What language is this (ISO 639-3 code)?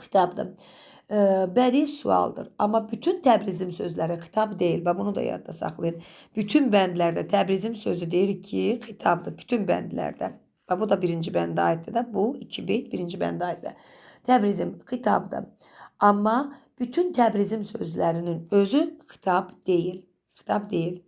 aze